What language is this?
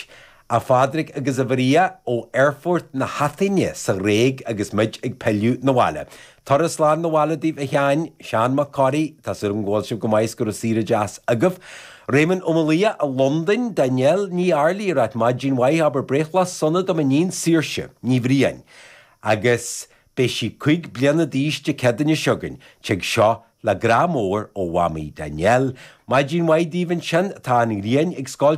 Irish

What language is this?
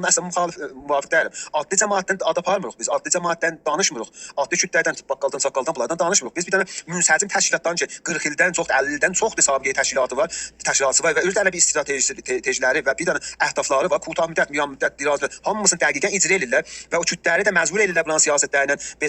South Azerbaijani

